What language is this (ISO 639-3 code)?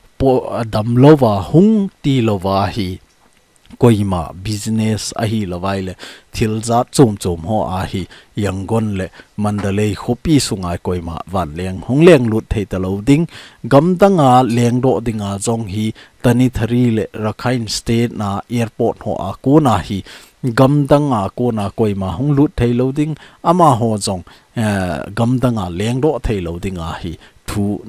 tcz